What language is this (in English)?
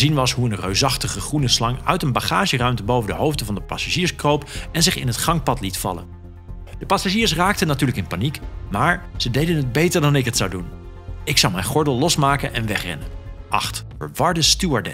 Dutch